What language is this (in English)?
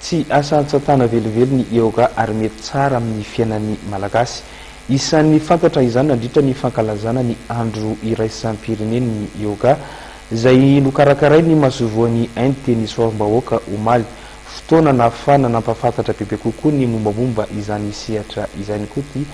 Malagasy